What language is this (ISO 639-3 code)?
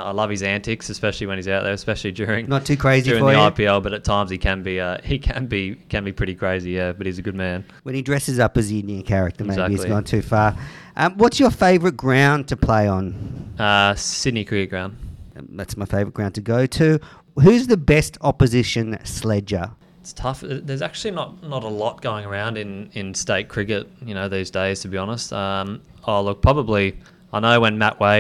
eng